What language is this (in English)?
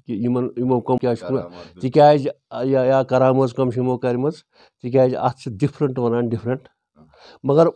Kashmiri